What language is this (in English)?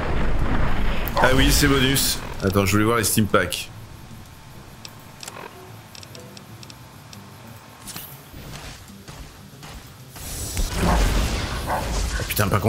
French